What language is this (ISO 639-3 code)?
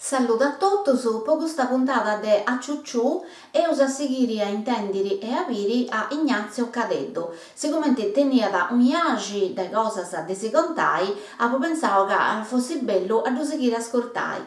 srd